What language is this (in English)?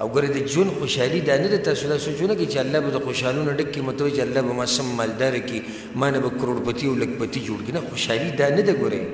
Pashto